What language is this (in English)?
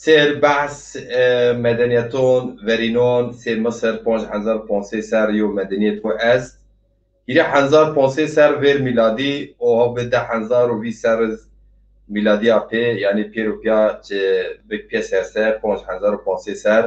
Zaza